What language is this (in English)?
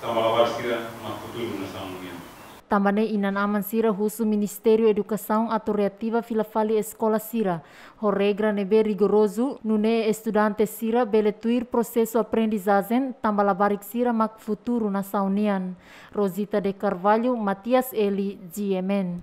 Tetum